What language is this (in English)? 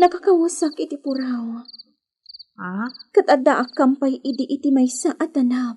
Iloko